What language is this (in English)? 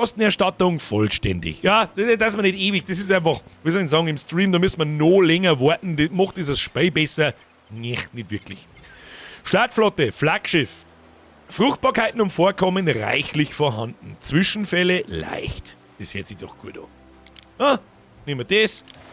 Bavarian